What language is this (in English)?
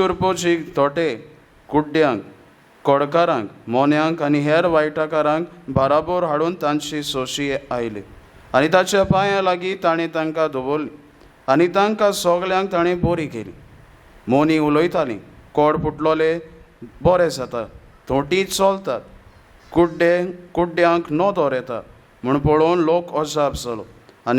Konkani